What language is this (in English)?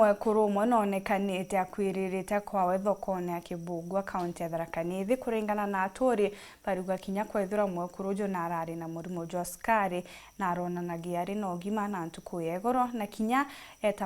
Meru